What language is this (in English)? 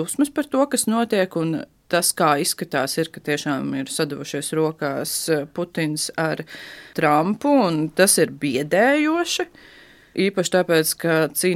Latvian